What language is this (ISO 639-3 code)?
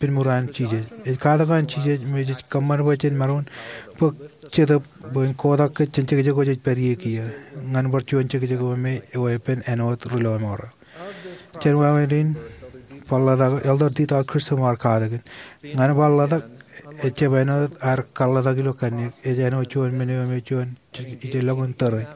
mah